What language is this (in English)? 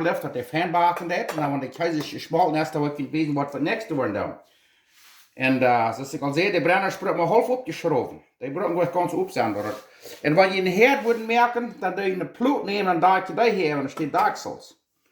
Plautdietsch